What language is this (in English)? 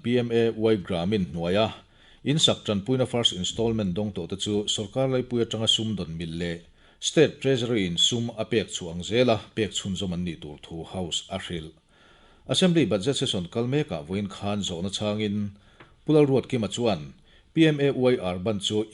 Mizo